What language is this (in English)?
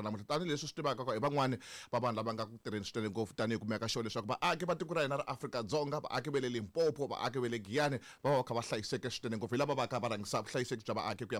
Tsonga